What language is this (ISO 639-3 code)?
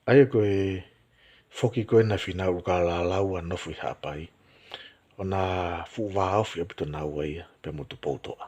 ton